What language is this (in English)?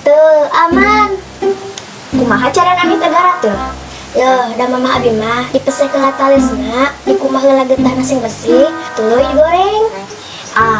Sundanese